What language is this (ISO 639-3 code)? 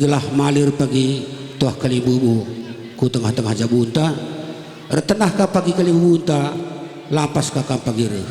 btx